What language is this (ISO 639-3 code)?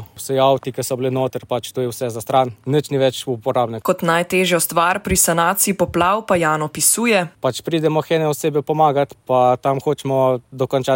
slv